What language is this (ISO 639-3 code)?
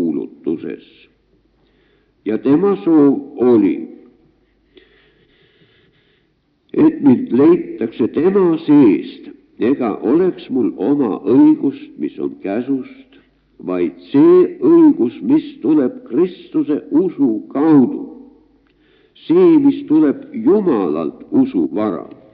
est